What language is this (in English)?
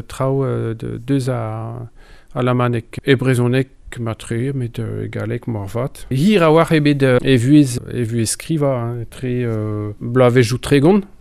Breton